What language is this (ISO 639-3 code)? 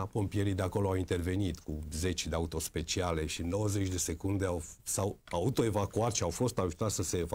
ron